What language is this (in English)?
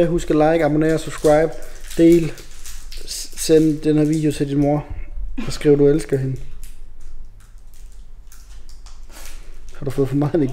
Danish